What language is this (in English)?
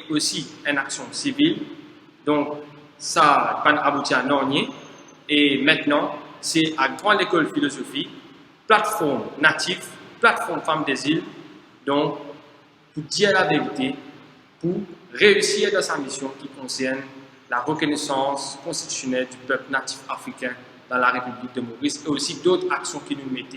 Morisyen